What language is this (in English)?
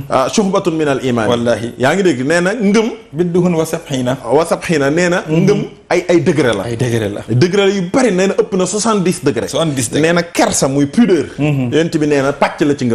Wolof